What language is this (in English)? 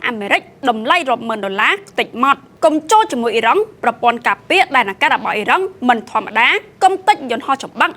Khmer